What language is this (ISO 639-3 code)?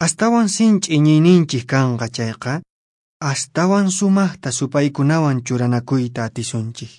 que